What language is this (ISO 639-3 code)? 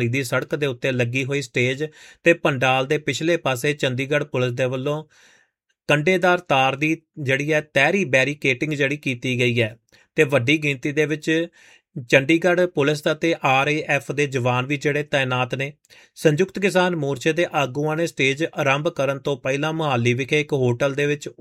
pan